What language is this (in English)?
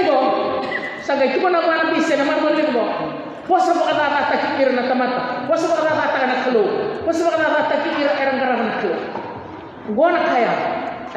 Fijian